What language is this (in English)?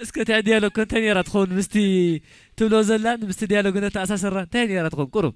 Tigrinya